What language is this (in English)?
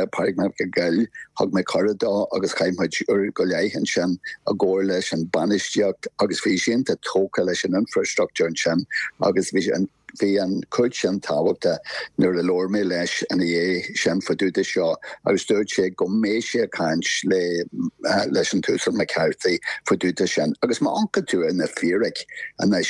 Irish